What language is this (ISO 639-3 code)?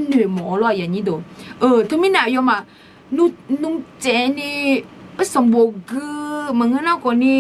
ahk